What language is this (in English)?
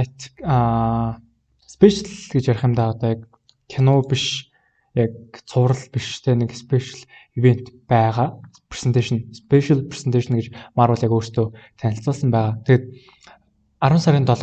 Mongolian